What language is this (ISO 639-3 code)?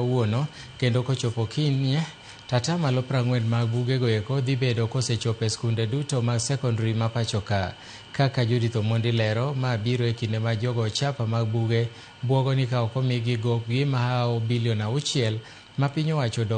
luo